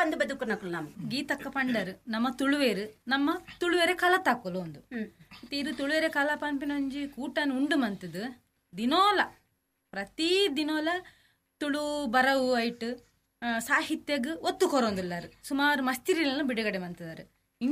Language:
Tulu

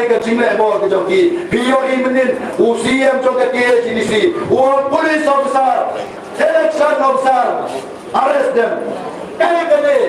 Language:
Khasi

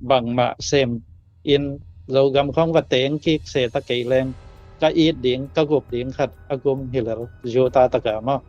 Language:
Tedim Chin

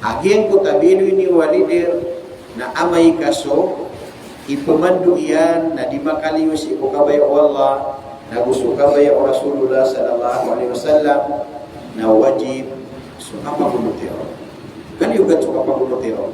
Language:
Maranao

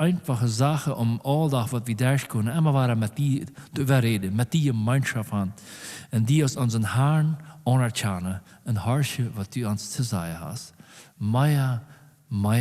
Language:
Plautdietsch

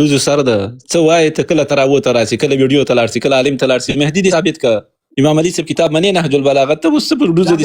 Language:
Pashto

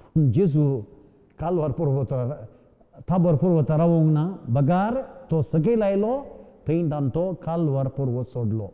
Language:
Konkani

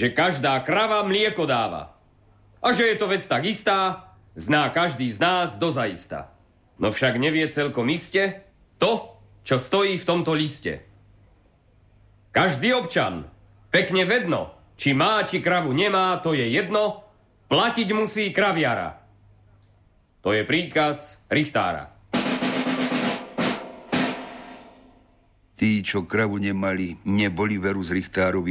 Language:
Slovak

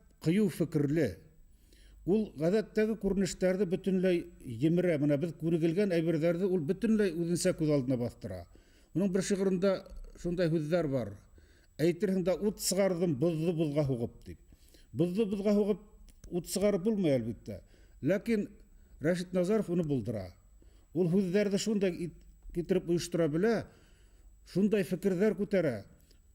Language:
Bashkir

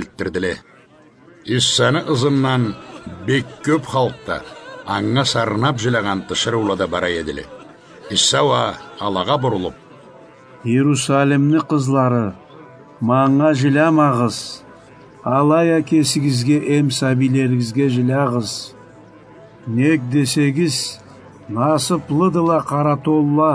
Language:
Karachay-Balkar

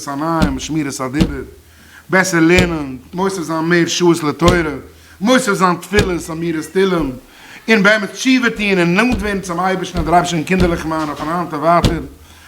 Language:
Yiddish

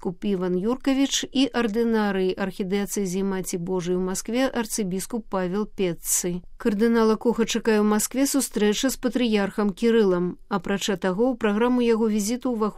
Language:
Belarusian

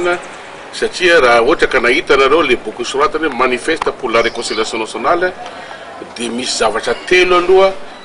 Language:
Malagasy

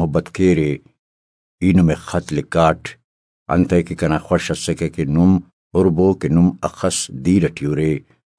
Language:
Brahui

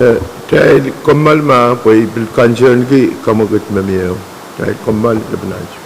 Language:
Pohnpeian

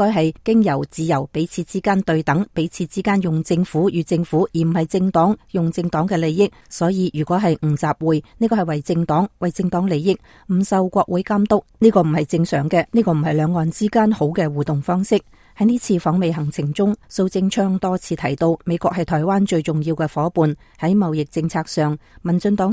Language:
Cantonese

